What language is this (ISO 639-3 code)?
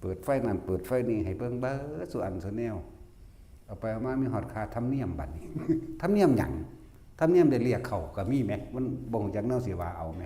tts